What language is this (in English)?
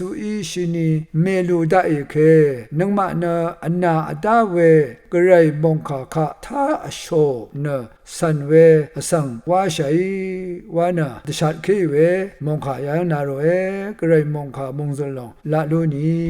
Rawang